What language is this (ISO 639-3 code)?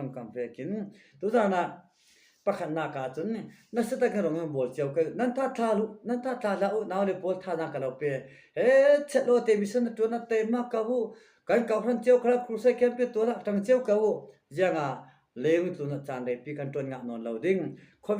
cfm